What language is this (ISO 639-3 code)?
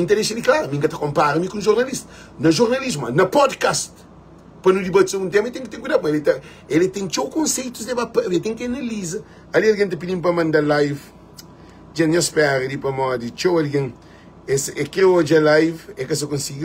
kea